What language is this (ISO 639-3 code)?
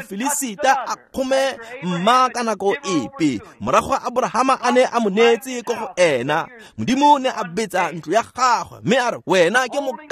tsn